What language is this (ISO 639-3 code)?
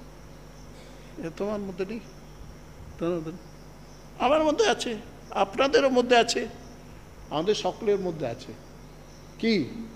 ben